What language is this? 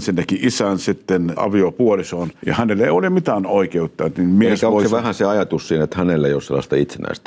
Finnish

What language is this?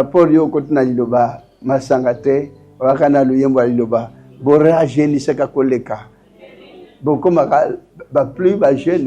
Lingala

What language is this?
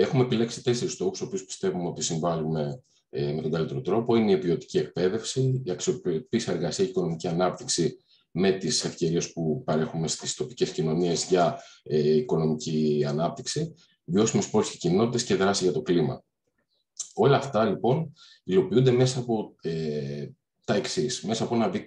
Greek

